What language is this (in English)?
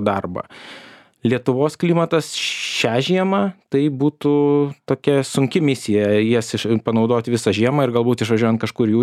Lithuanian